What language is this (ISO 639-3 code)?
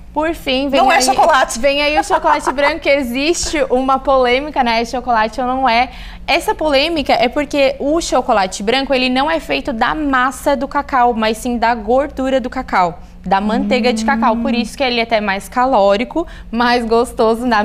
por